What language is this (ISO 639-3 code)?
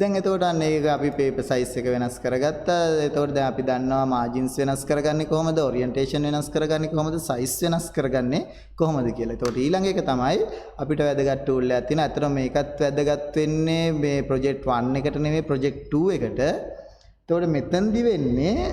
sin